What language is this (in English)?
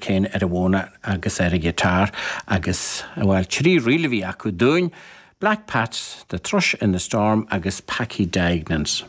Irish